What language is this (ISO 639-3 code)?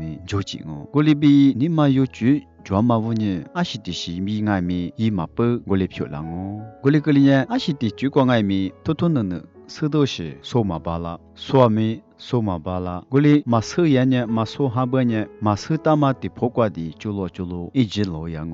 lis